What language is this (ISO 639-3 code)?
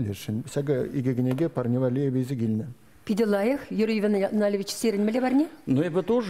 chv